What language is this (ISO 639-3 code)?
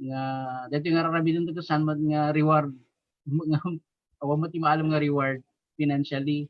ilo